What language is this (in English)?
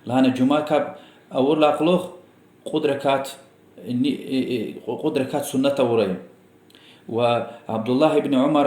Lezghian